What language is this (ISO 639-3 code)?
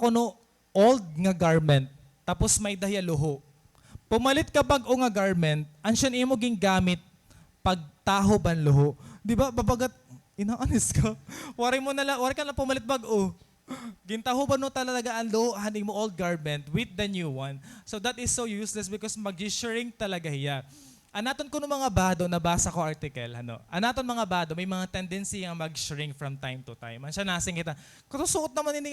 war